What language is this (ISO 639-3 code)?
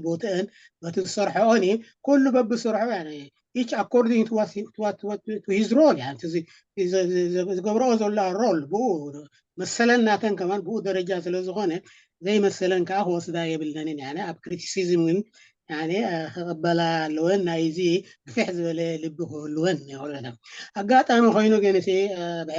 tir